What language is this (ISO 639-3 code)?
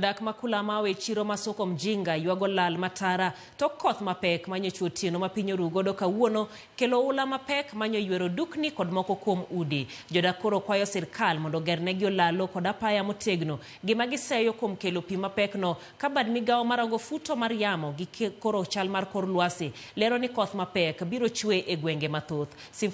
luo